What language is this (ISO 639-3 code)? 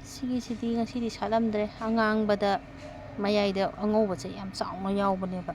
mni